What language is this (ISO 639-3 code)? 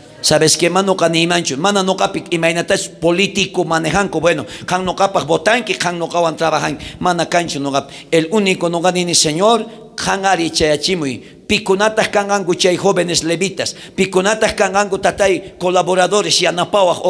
quh